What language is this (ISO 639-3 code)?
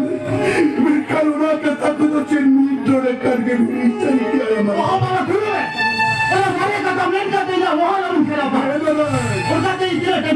sat